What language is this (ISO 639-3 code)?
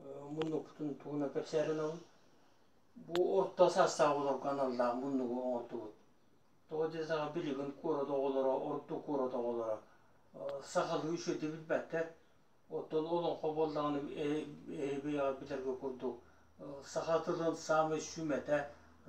sah